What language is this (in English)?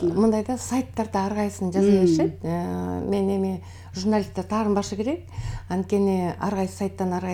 Kyrgyz